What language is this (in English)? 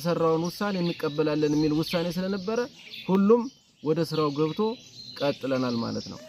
Amharic